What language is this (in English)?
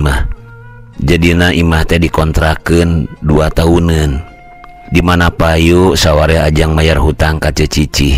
Sundanese